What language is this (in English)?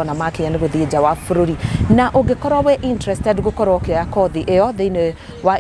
Kikuyu